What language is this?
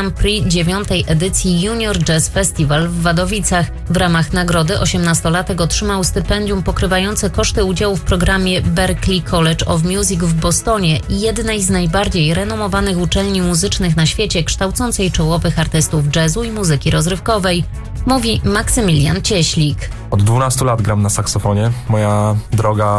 Polish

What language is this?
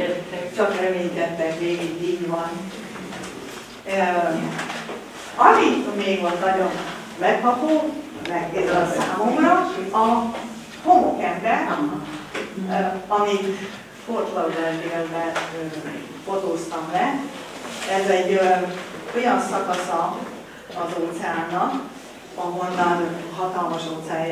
Hungarian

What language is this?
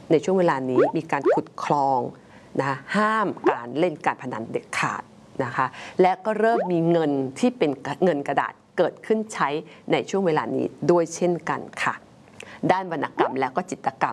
Thai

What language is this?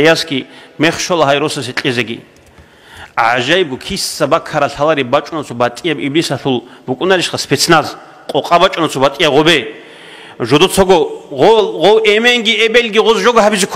Avaric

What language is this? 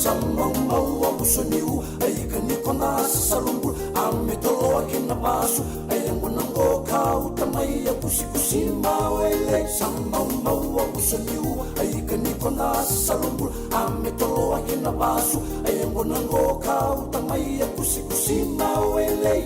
Fijian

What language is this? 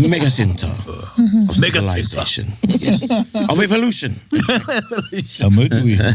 Māori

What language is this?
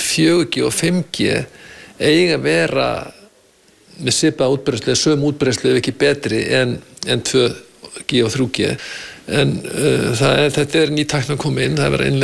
Icelandic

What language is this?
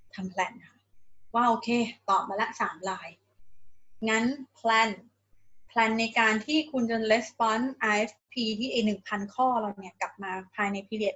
Thai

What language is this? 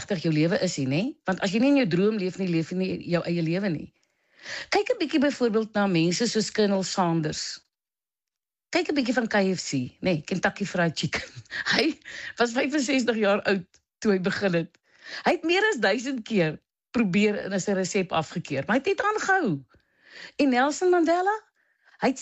Afrikaans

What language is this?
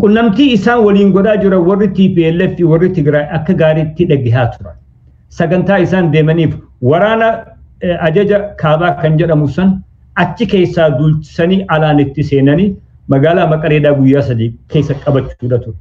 Oromo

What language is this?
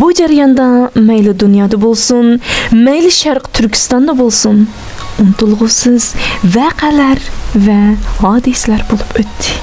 Uyghur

